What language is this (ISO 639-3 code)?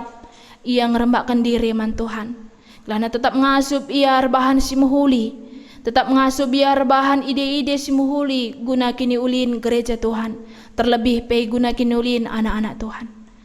btx